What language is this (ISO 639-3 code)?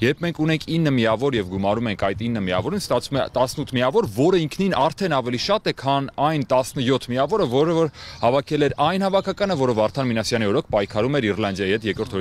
hye